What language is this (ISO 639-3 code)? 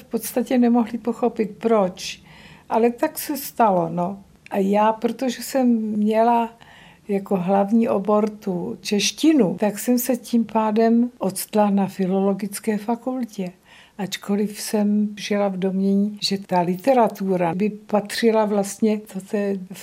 ces